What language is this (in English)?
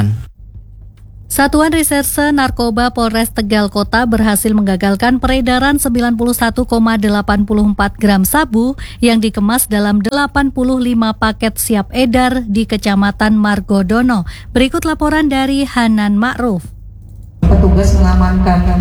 Indonesian